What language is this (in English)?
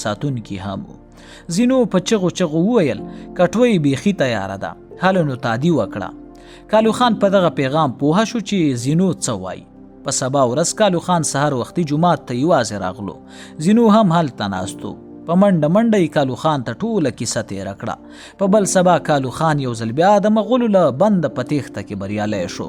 Pashto